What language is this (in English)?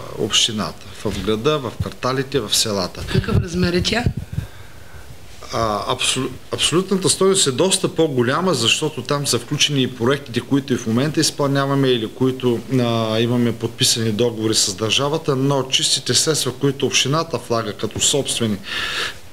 Bulgarian